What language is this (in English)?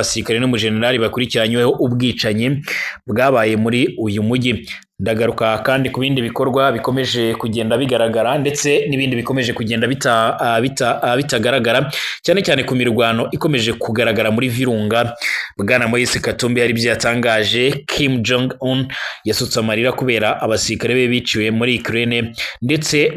Kinyarwanda